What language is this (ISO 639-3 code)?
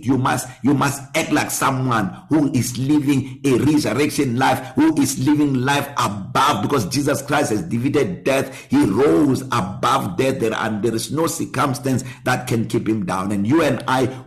eng